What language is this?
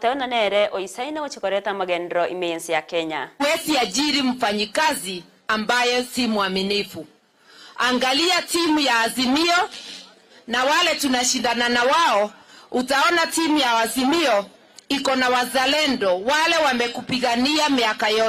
Gusii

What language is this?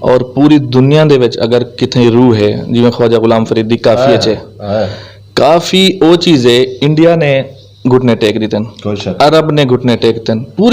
Saraiki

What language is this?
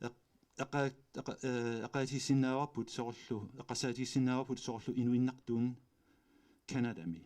Kalaallisut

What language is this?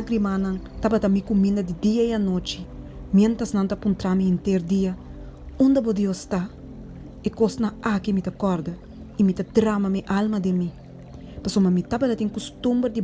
Papiamento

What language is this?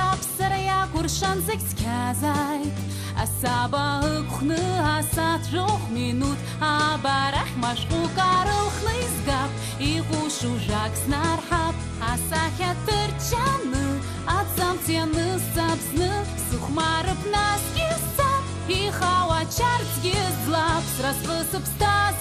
Abkhazian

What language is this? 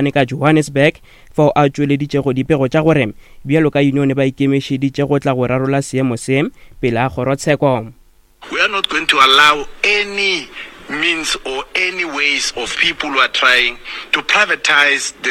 Northern Sotho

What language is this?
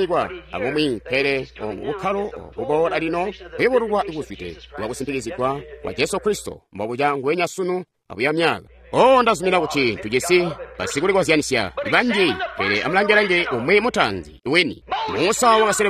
Tonga (Zambia)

